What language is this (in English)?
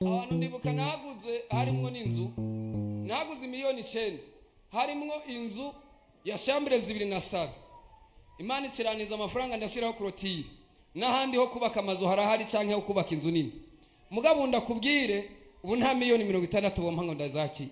Rundi